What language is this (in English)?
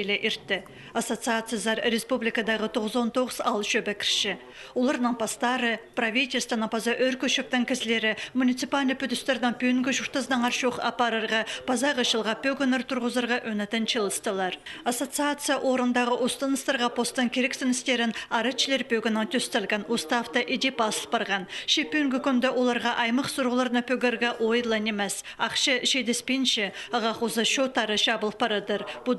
Khakas